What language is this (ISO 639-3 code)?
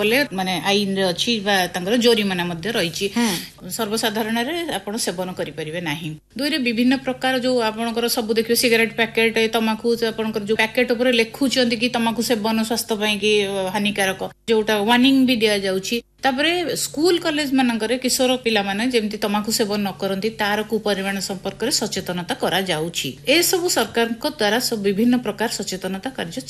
ori